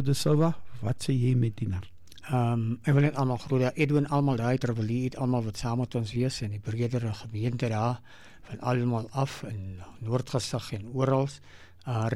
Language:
Afrikaans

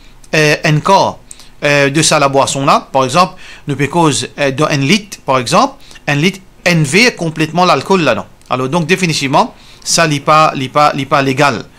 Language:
Morisyen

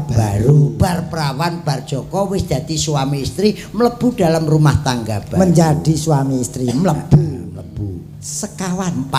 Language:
Javanese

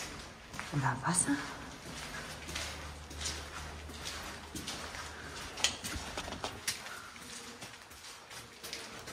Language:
German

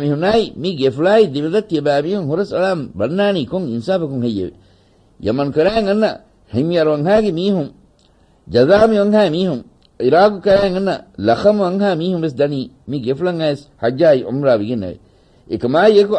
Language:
Divehi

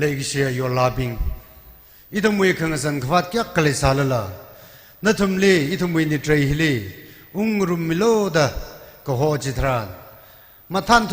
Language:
Tangkhul Naga (India)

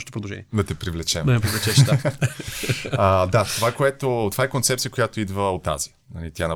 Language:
Bulgarian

